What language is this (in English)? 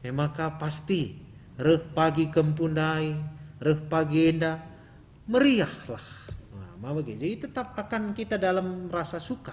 Batak Karo